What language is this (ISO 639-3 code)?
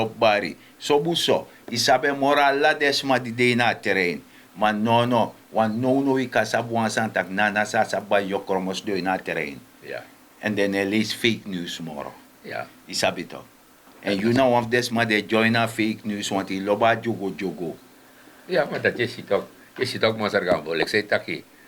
srn